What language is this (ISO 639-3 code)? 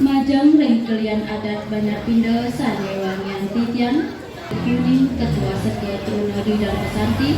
ban